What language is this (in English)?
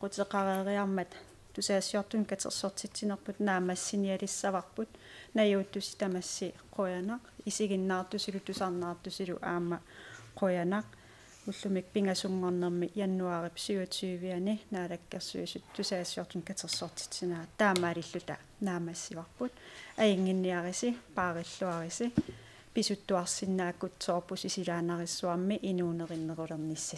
Kalaallisut